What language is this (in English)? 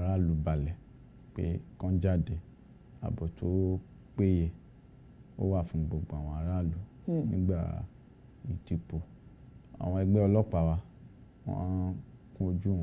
Yoruba